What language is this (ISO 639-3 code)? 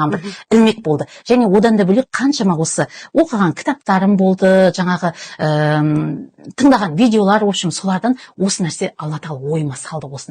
kaz